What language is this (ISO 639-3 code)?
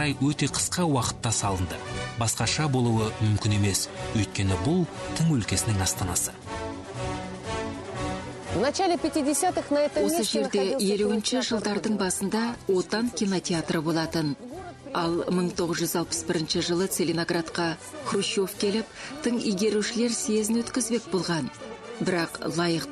kaz